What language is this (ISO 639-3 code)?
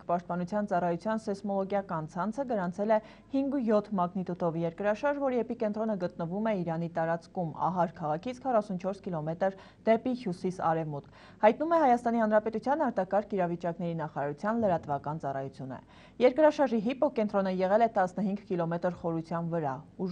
hye